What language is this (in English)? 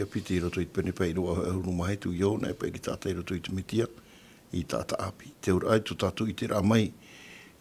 Tahitian